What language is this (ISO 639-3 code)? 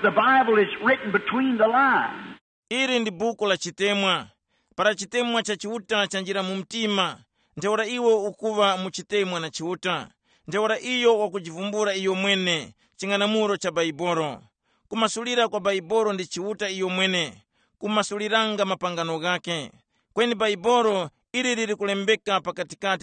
tum